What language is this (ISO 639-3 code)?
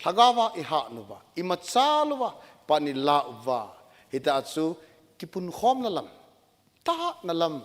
tcz